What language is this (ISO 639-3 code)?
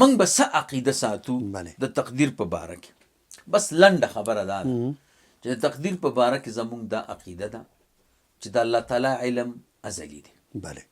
pus